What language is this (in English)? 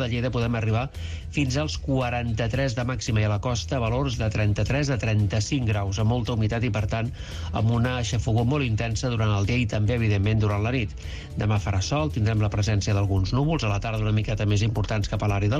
Catalan